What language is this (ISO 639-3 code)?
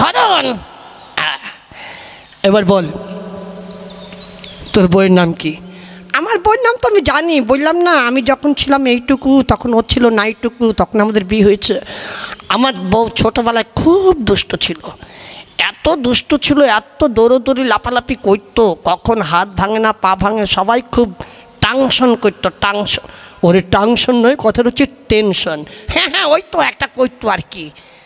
ben